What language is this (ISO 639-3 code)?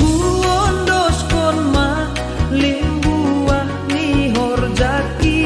bts